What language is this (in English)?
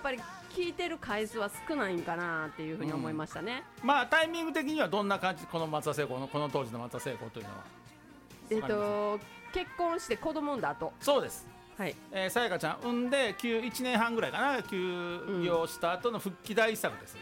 Japanese